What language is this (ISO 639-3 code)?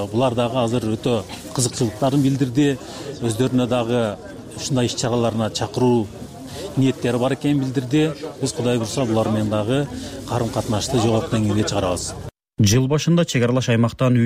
kir